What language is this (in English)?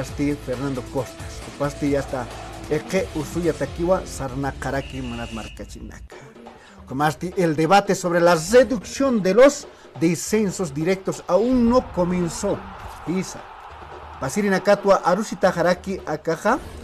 Aymara